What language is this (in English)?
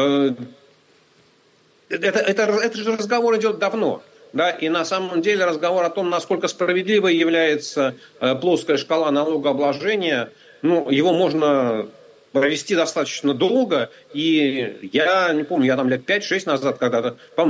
Russian